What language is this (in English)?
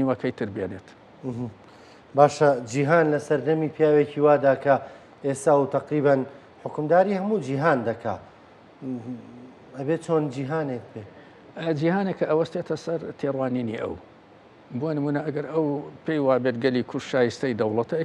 Central Kurdish